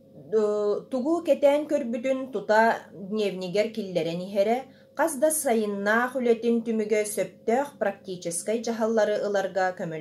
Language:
Yakut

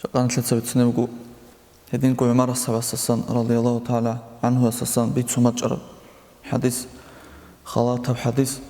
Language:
Avaric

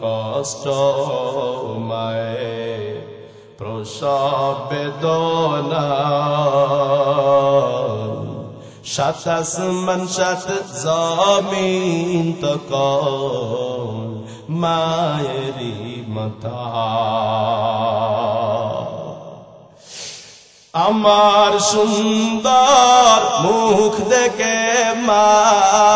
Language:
Bangla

